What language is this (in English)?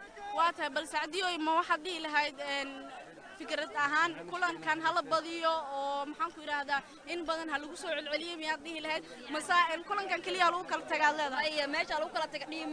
Somali